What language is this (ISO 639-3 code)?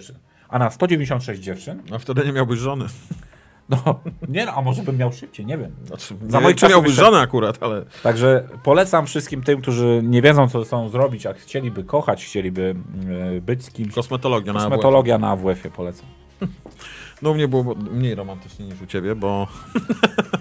pol